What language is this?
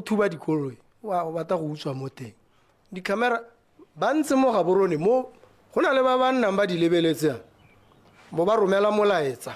Tswana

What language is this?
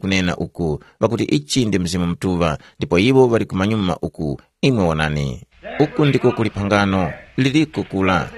Tumbuka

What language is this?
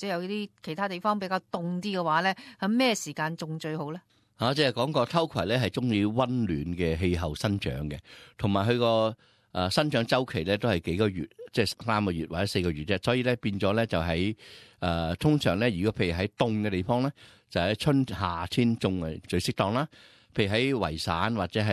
Cantonese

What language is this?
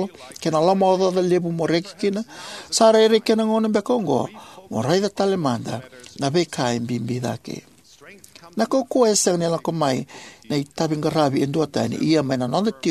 Fijian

